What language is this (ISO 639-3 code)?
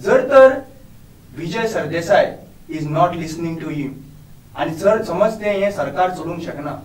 kok